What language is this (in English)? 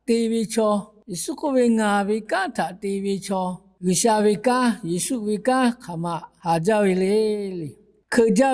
Lahu